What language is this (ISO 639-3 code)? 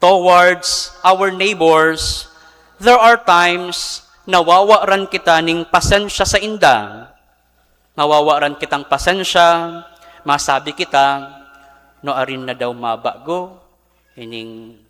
bik